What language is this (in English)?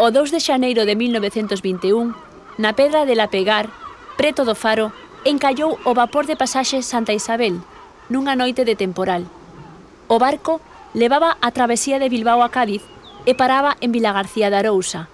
Galician